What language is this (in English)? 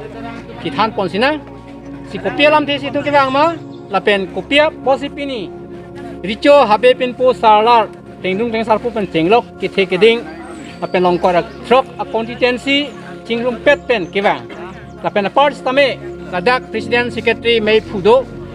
Karbi